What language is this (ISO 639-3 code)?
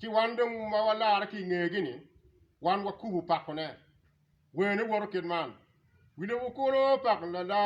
ach